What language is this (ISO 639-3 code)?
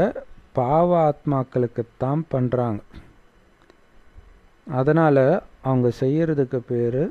tam